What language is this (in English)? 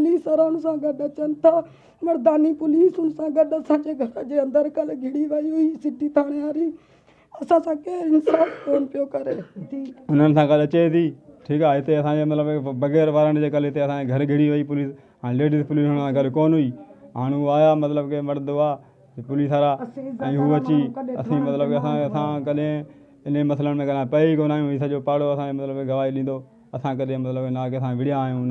Sindhi